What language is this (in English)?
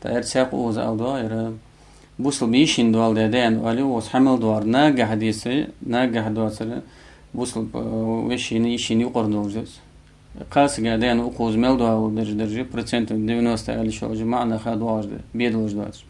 Ingush